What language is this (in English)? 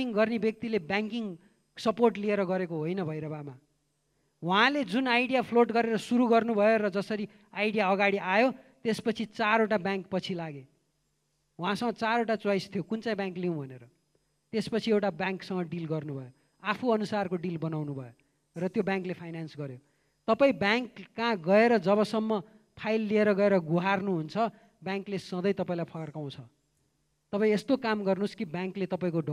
Nepali